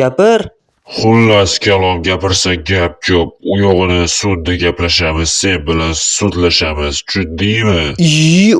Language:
Uzbek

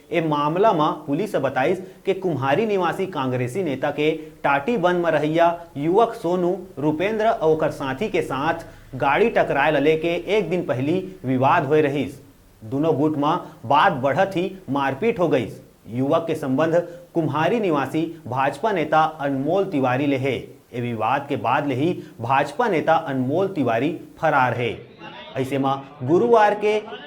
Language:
Chhattisgarhi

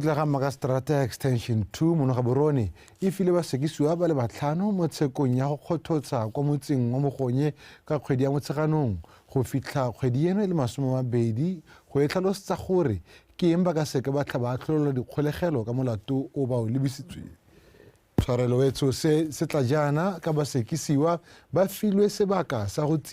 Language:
Tswana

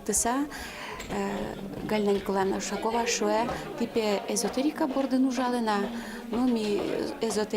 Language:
Udmurt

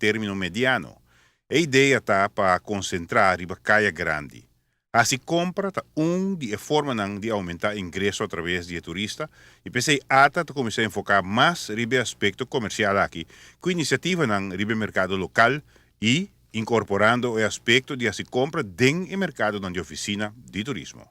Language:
Papiamento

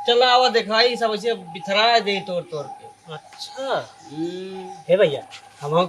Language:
Awadhi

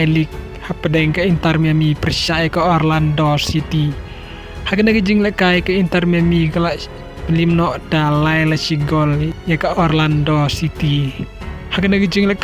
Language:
Khasi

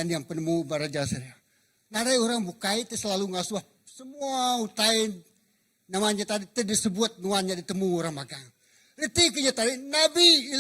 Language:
Iban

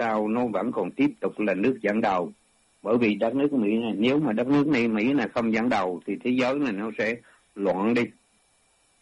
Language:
Vietnamese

